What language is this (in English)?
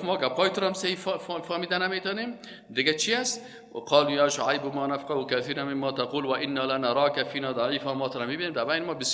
Persian